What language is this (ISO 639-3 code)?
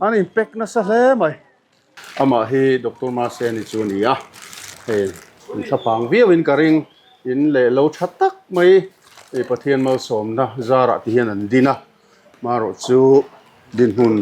lus